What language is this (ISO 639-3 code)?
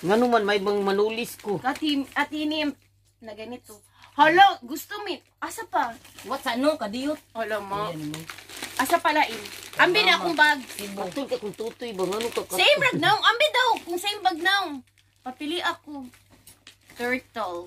ceb